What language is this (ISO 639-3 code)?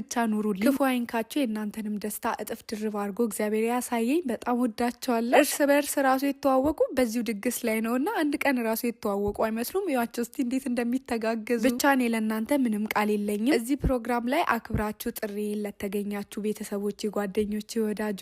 amh